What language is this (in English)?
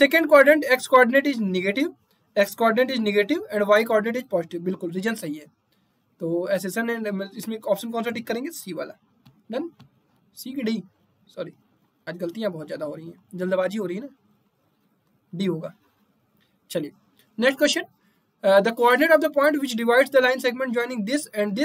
Hindi